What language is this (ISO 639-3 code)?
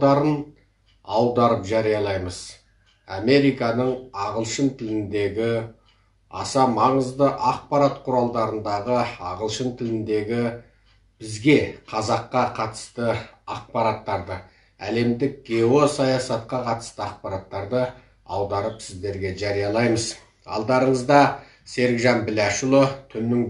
kaz